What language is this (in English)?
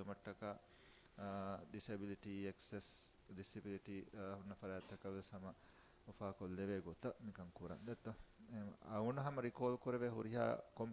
Divehi